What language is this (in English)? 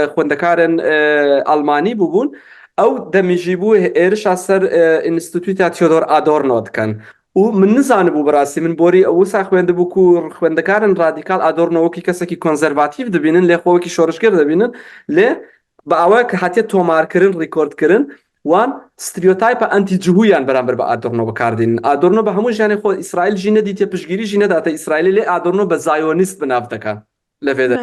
Kurdish